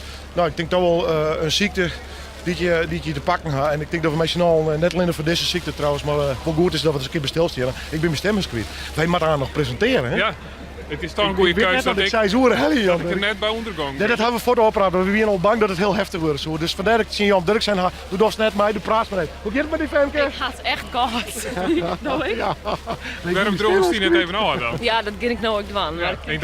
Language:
Western Frisian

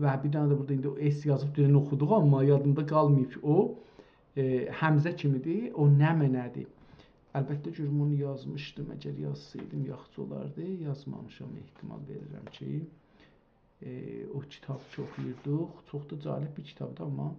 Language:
South Azerbaijani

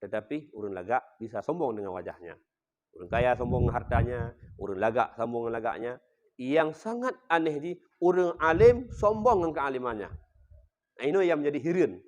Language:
Achinese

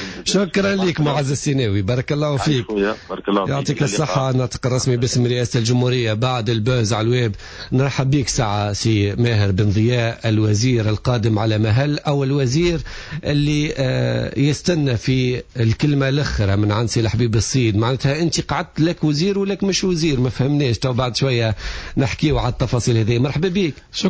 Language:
Tunisian Arabic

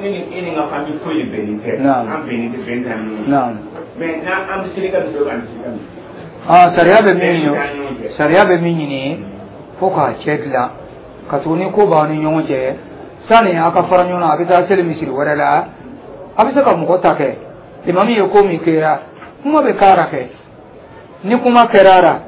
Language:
Dyula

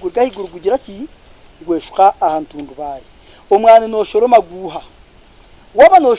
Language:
Nyankole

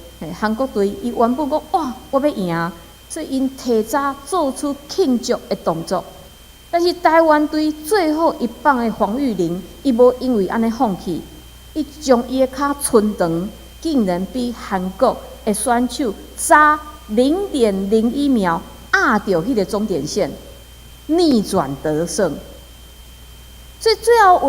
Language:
Min Nan Chinese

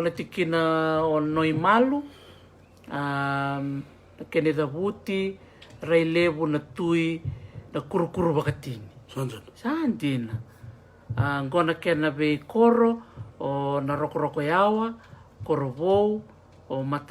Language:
Fijian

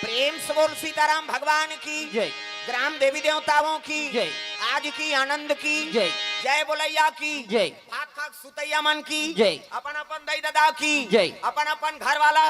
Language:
Chhattisgarhi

